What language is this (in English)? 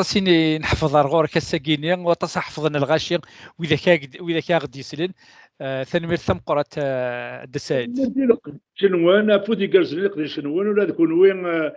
Kabyle